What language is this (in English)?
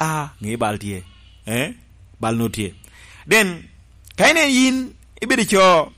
Lango (Uganda)